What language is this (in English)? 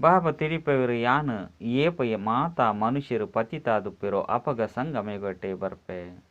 Tulu